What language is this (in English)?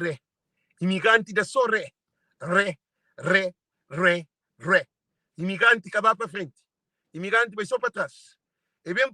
Kabuverdianu